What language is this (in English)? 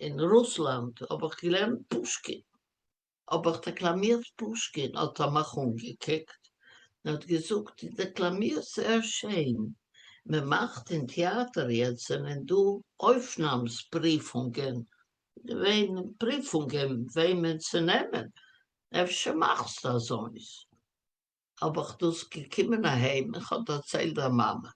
Yiddish